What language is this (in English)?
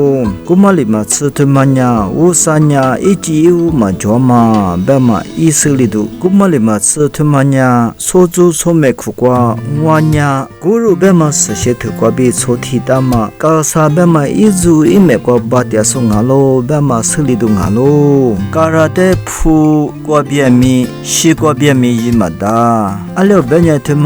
Lisu